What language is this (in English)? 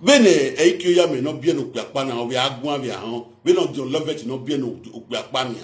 Nigerian Pidgin